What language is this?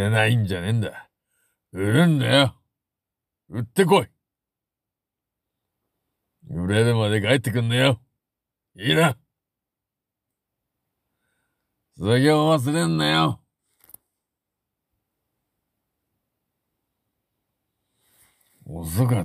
Japanese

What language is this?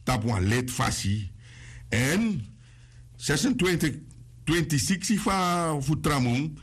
Sranan Tongo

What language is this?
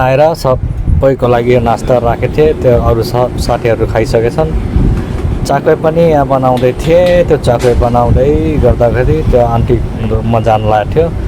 Nepali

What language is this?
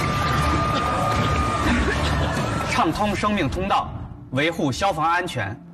Chinese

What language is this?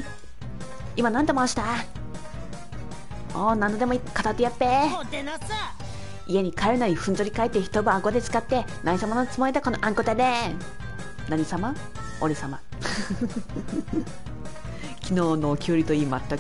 Japanese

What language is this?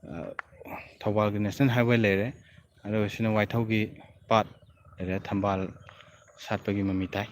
Manipuri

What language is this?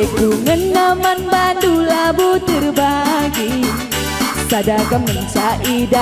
Batak Karo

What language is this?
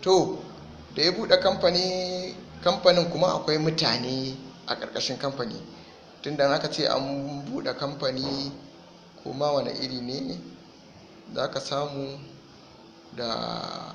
Hausa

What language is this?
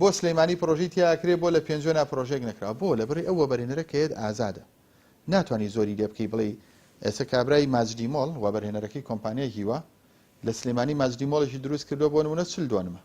Central Kurdish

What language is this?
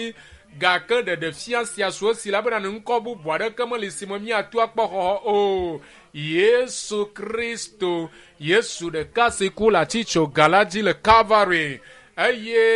Ewe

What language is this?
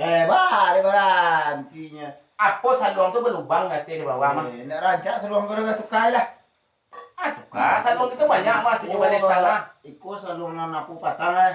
Minangkabau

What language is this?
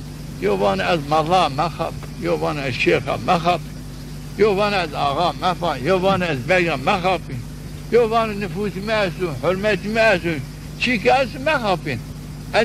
Zaza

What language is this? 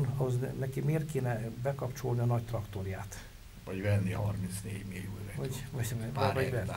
Hungarian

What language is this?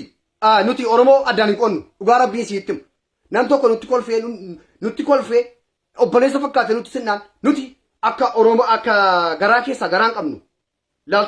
Oromo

